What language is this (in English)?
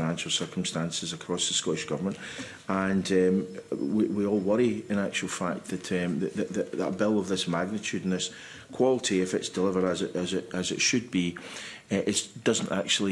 English